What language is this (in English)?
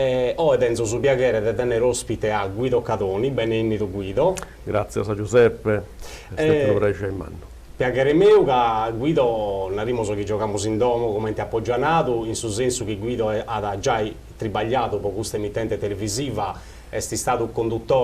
Sardinian